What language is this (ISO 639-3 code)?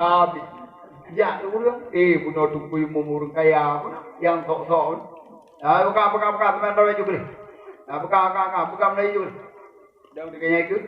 ace